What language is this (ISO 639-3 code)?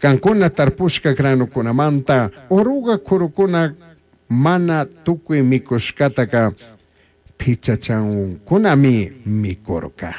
qug